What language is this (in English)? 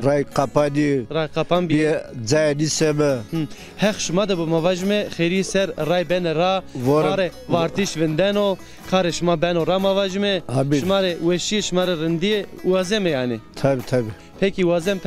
Zaza